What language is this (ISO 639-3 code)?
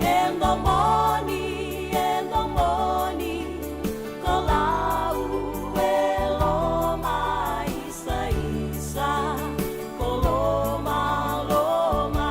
fij